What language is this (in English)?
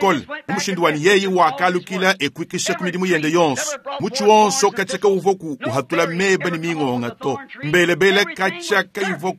Luba-Lulua